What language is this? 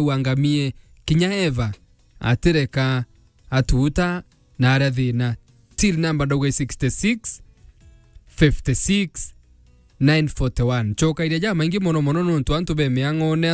Meru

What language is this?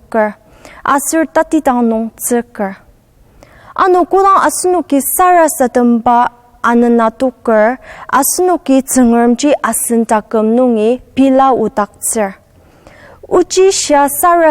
Ao Naga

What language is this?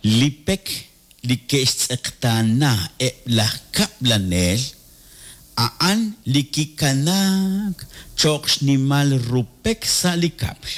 Kekchí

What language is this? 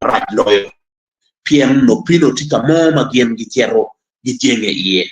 Acoli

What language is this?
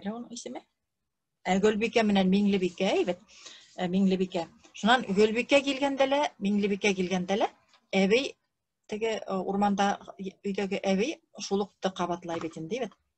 Bashkir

